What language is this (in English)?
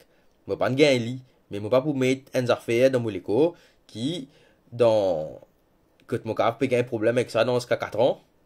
Morisyen